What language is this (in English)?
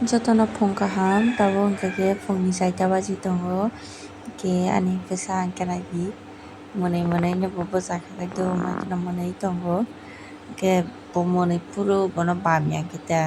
Kok Borok